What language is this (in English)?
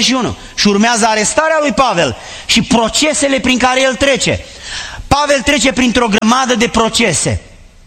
Romanian